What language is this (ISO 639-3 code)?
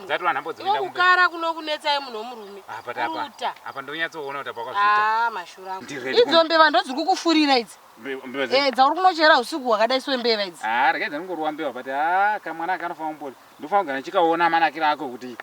sna